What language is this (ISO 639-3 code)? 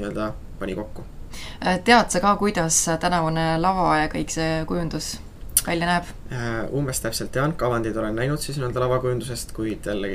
est